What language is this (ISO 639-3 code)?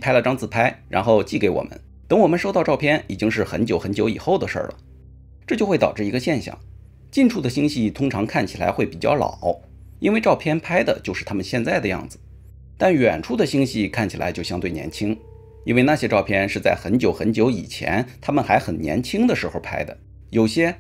zho